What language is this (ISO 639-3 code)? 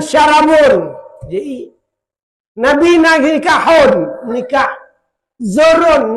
ace